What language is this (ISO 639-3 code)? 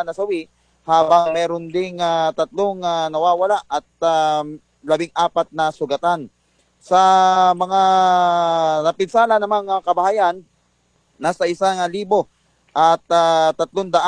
fil